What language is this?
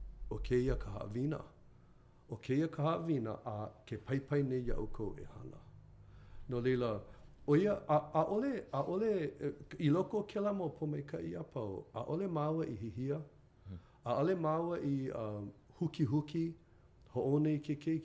Hawaiian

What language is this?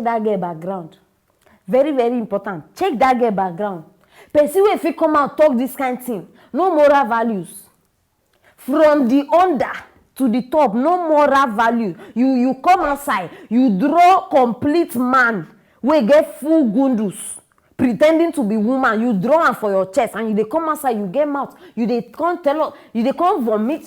Nigerian Pidgin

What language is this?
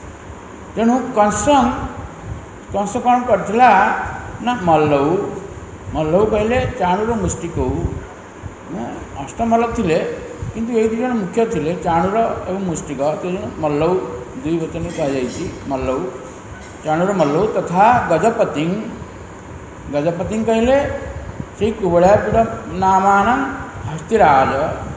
Odia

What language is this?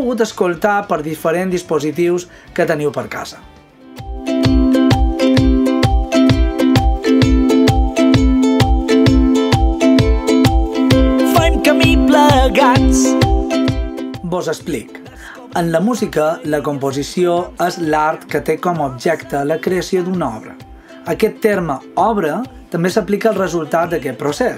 Catalan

